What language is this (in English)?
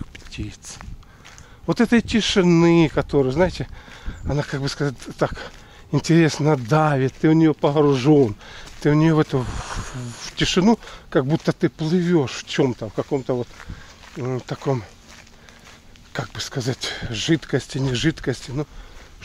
Russian